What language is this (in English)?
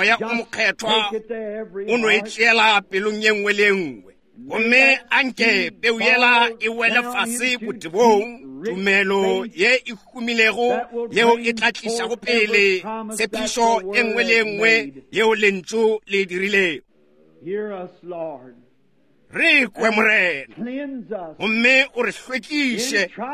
Northern Sotho